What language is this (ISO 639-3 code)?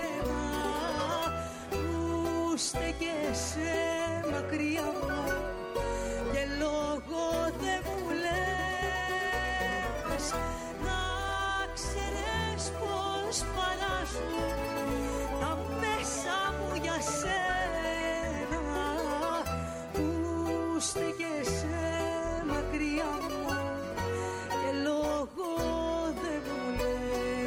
ell